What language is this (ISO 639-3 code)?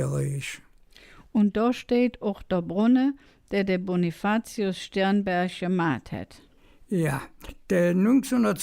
ksh